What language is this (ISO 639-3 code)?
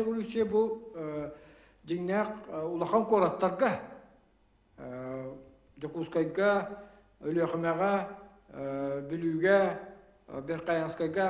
sah